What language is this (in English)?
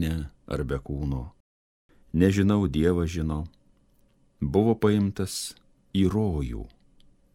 Lithuanian